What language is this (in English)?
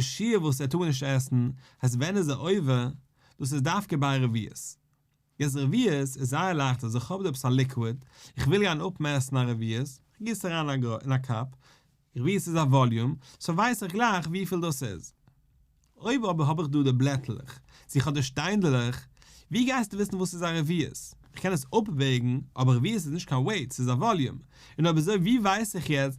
Yiddish